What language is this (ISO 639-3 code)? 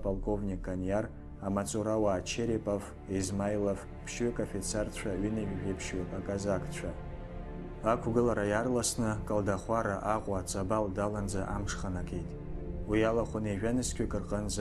abk